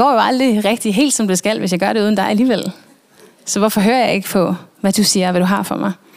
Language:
Danish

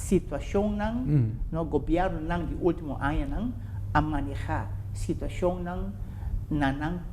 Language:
Papiamento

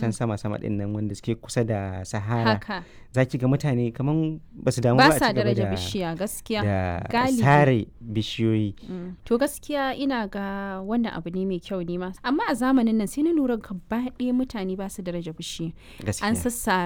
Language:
Hausa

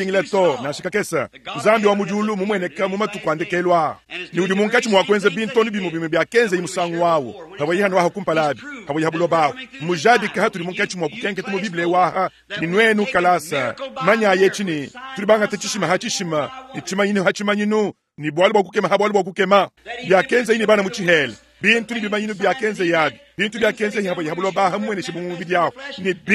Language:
Luba-Lulua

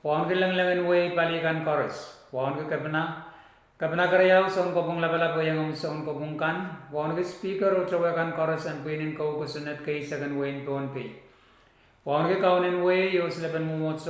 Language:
Pohnpeian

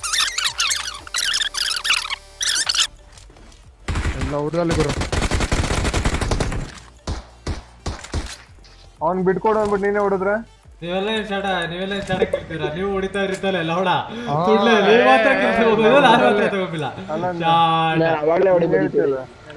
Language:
Kannada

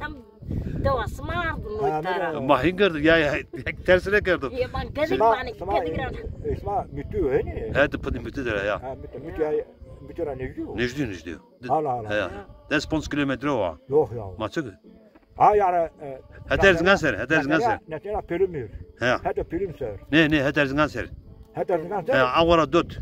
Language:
Zaza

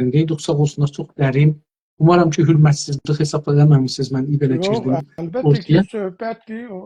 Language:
South Azerbaijani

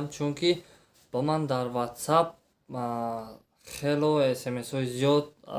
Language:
Tajik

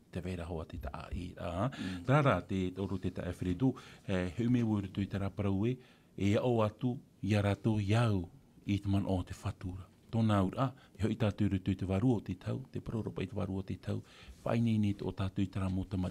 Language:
Tahitian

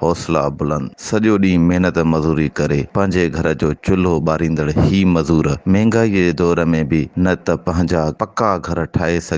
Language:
Sindhi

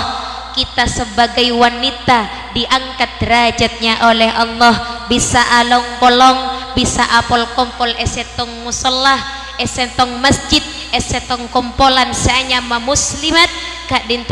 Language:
Madurese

